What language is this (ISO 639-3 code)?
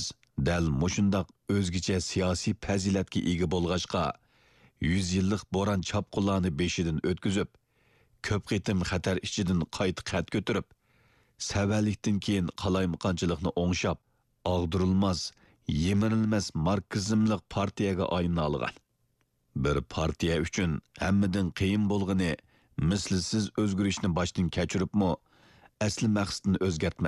uig